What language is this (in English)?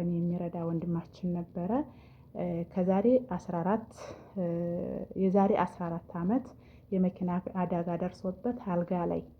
Amharic